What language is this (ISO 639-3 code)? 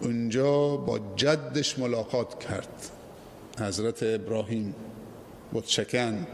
fas